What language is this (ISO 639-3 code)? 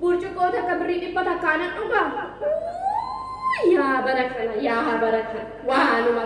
orm